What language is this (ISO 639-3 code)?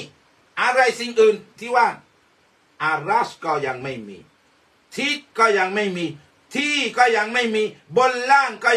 tha